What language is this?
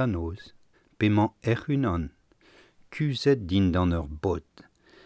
Breton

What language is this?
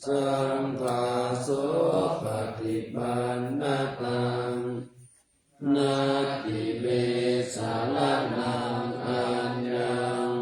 Pali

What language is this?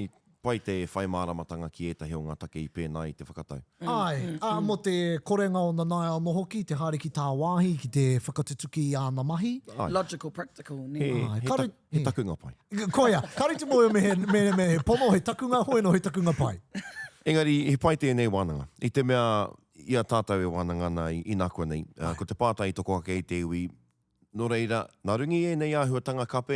Māori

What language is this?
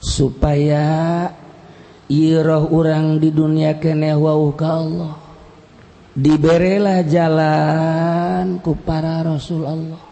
Sundanese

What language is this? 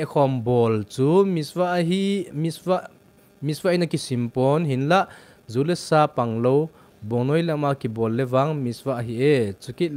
Thado Chin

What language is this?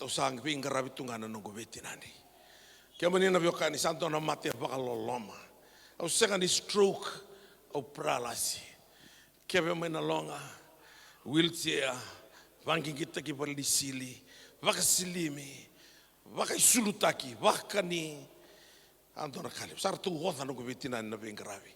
Fijian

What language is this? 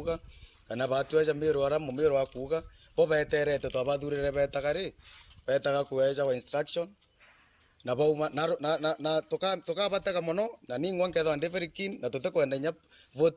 Meru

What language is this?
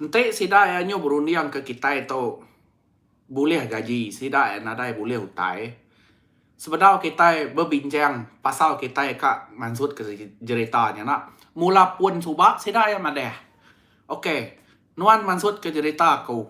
Iban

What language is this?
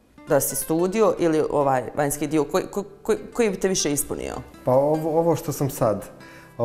Bosnian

